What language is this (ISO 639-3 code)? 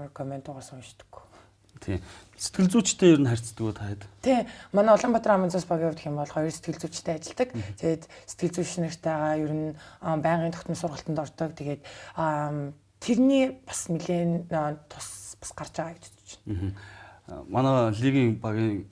mon